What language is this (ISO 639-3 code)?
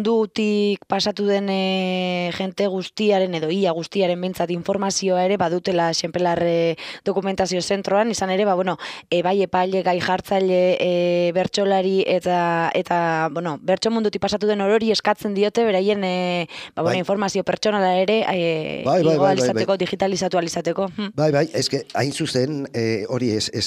eus